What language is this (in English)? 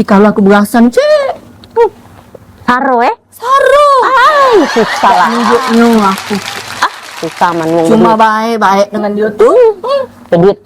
Musi